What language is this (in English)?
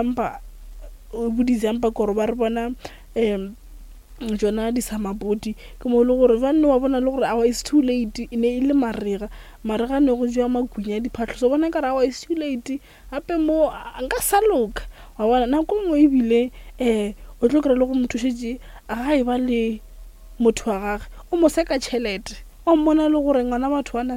Northern Sotho